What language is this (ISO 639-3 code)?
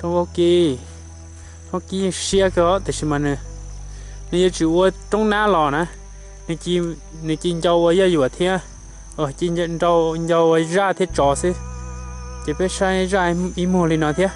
hmn